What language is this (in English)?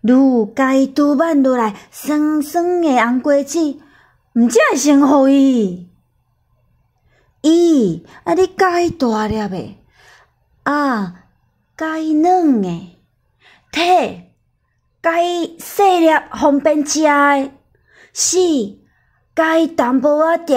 Min Nan Chinese